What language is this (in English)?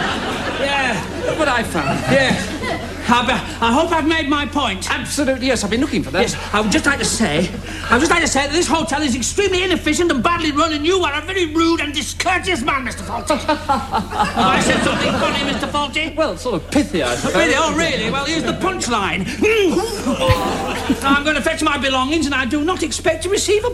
English